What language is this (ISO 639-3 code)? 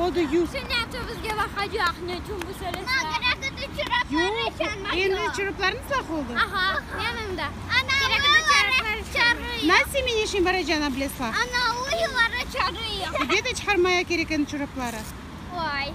crh